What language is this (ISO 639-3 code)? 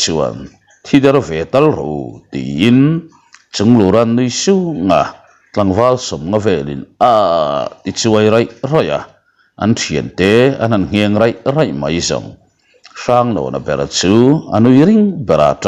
lus